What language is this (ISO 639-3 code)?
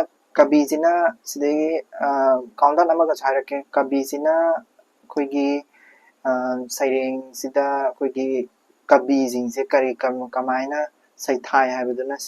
mni